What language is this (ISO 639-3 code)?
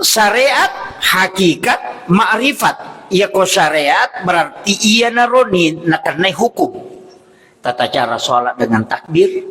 bug